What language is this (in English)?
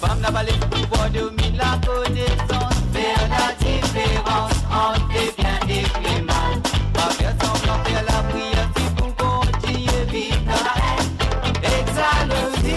Morisyen